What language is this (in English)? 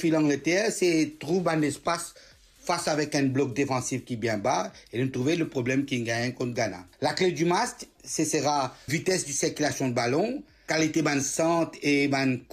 Morisyen